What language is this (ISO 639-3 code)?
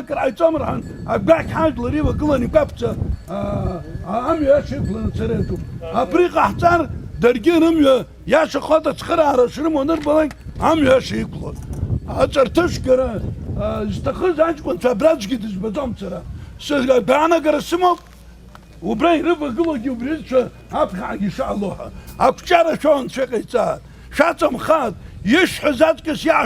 abk